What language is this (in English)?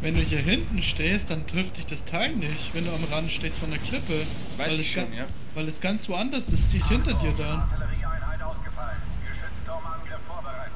Swiss German